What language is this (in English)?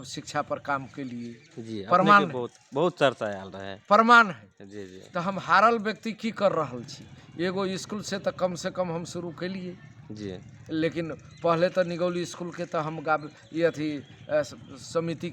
Magahi